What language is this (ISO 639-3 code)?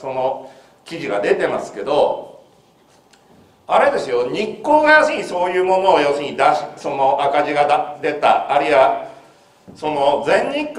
jpn